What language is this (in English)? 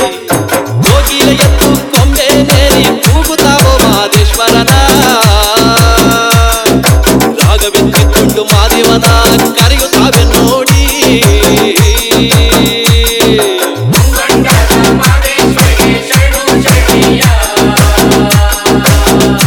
Kannada